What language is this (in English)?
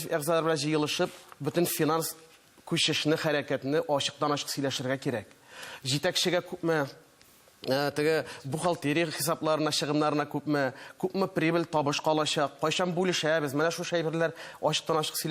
Tatar